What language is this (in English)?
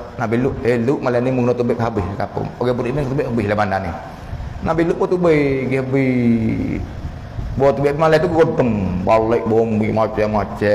Malay